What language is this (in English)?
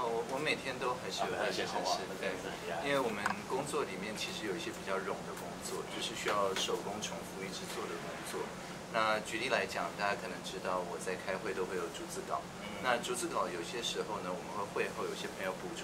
Chinese